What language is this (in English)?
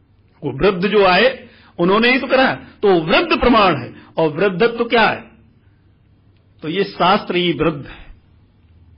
Hindi